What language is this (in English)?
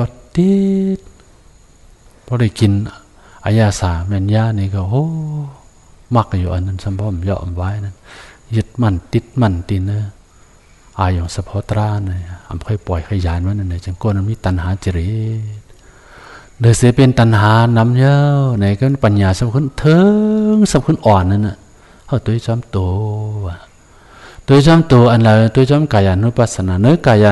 Shan